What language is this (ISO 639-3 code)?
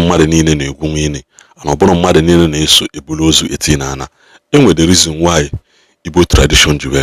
ibo